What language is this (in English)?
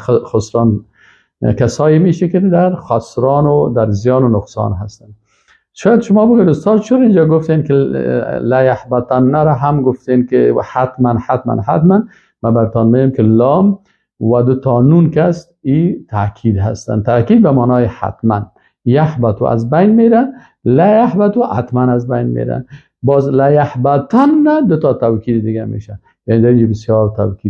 Persian